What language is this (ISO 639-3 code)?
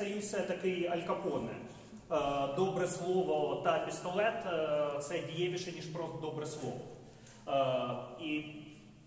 ukr